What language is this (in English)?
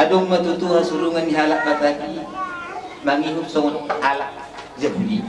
Batak Toba